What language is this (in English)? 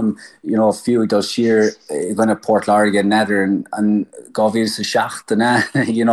Irish